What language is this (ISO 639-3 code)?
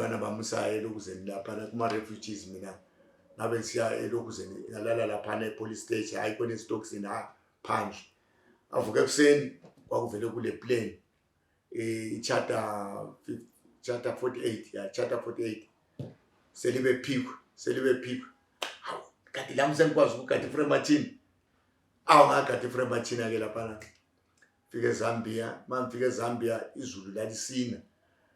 nde